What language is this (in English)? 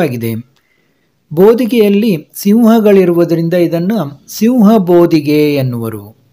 Kannada